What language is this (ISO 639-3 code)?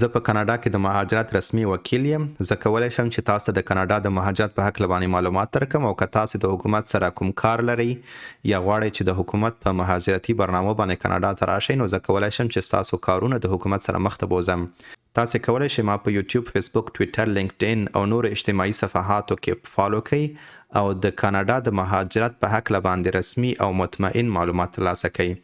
pus